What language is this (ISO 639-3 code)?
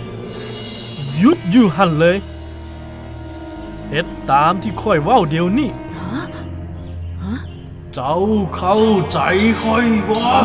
lao